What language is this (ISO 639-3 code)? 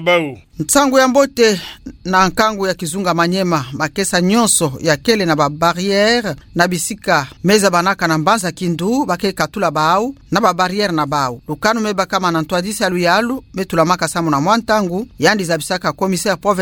ktu